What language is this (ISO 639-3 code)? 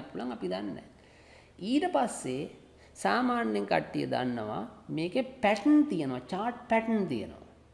sin